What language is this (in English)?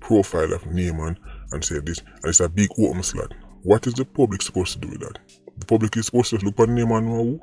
Jamaican Creole English